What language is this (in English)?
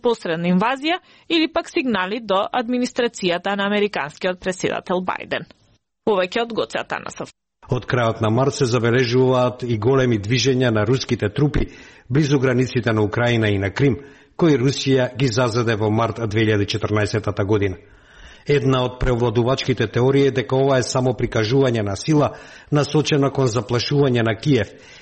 Macedonian